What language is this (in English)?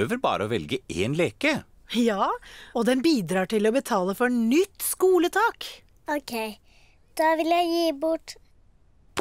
Norwegian